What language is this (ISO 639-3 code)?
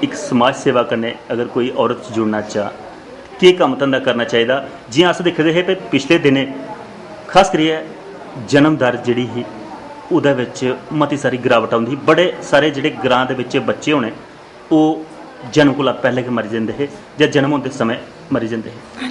doi